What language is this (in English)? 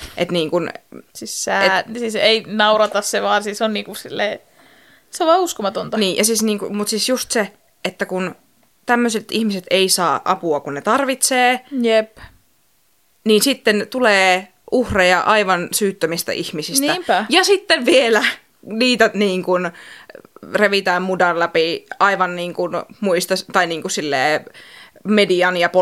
Finnish